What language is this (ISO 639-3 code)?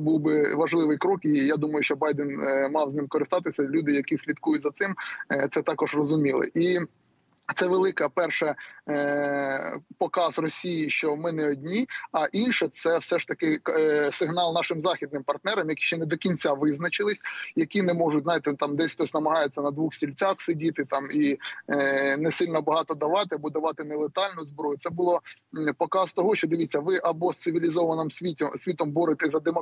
ukr